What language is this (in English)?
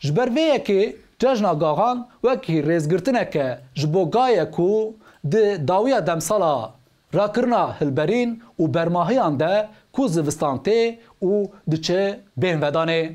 Kurdish